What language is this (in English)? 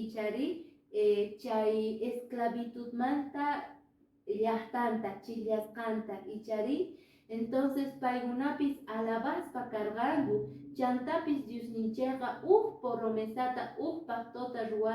Quechua